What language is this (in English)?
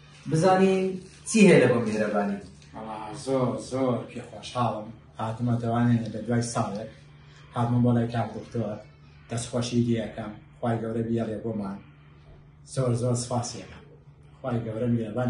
Central Kurdish